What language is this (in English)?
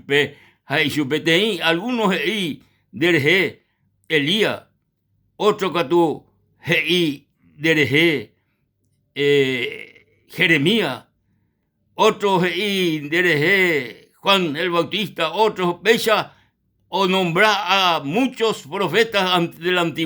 Guarani